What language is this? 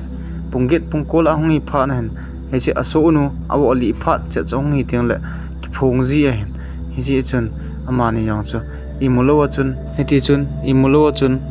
Thado Chin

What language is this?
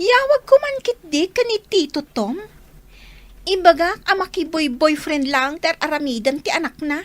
Iloko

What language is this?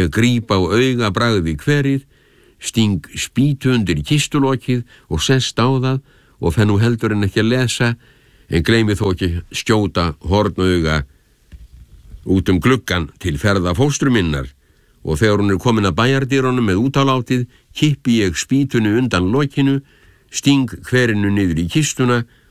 Icelandic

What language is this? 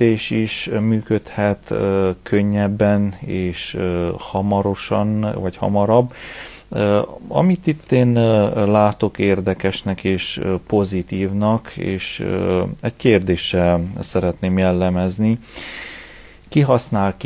Hungarian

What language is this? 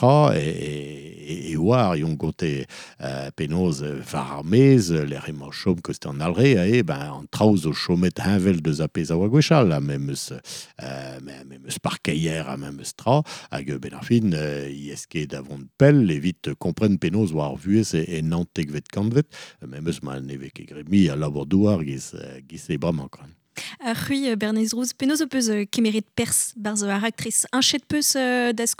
Breton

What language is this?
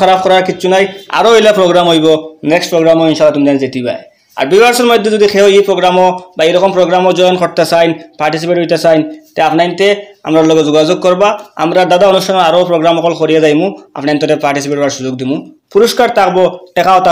Sylheti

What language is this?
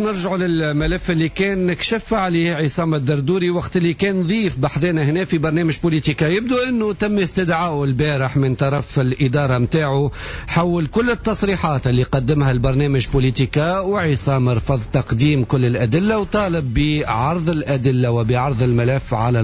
Tunisian Arabic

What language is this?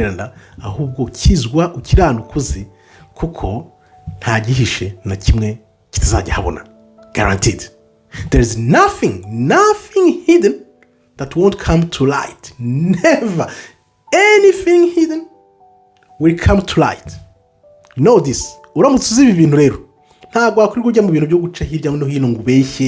Kinyarwanda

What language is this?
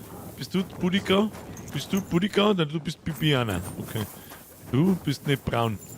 Bavarian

